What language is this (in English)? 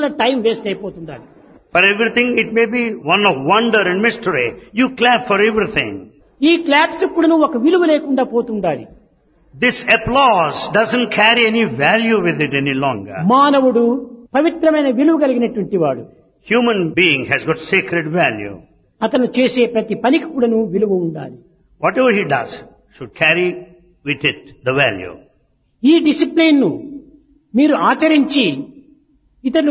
Telugu